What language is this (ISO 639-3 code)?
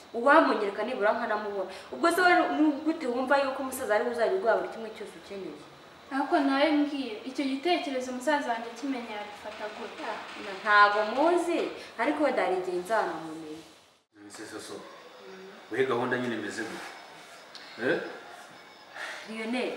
kin